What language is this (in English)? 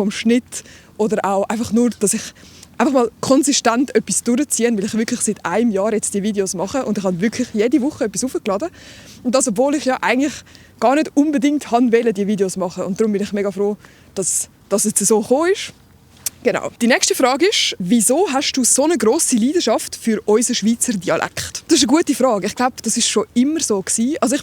Swiss German